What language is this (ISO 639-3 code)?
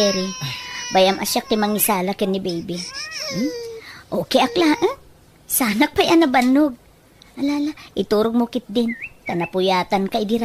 ilo